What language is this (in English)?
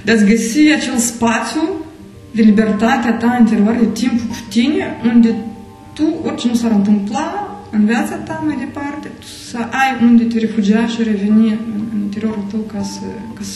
Romanian